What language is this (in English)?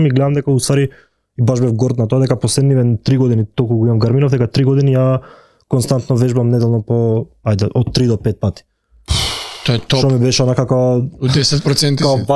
Macedonian